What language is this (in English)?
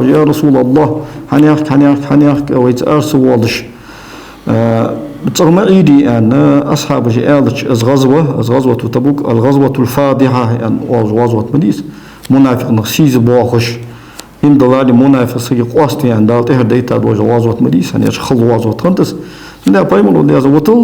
Ingush